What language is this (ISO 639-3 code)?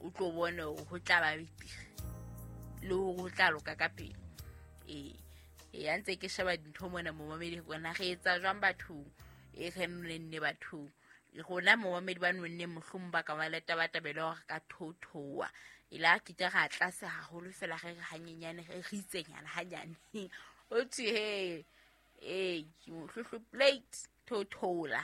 sot